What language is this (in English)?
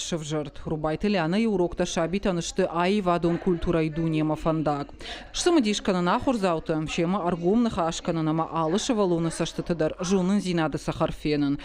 Ossetic